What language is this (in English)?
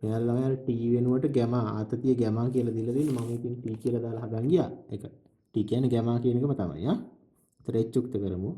Sinhala